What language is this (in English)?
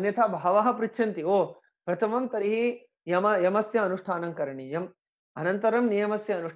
Sanskrit